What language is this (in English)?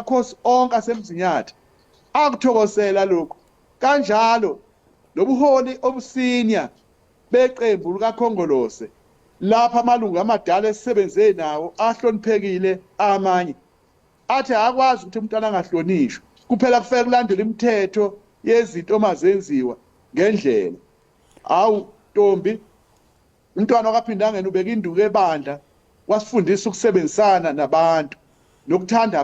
Zulu